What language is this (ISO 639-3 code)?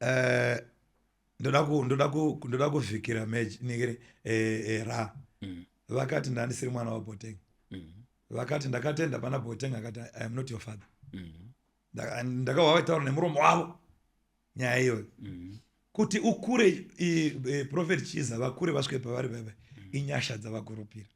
sna